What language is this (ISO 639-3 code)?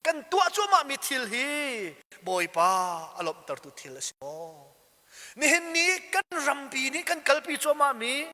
cnh